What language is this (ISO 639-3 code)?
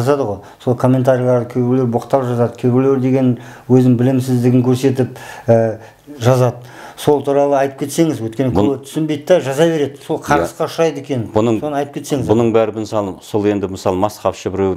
kaz